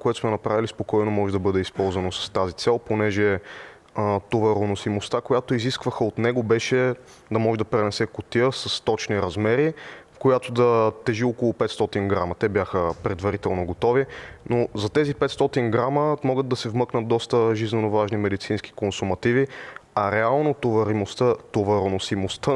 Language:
Bulgarian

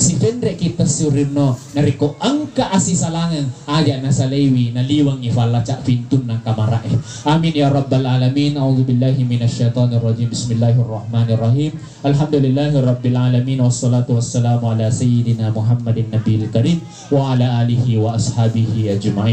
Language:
Buginese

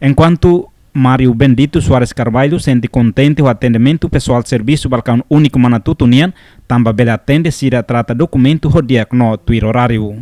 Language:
Tetum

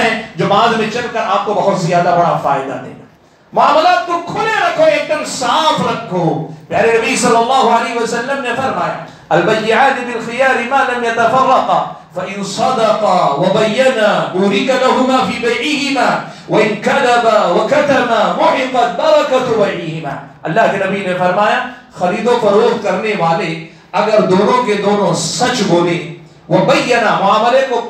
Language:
Urdu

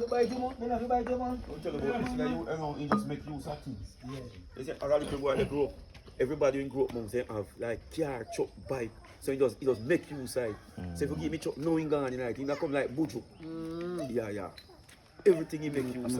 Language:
Jamaican Creole English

